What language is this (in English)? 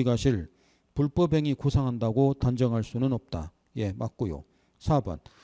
Korean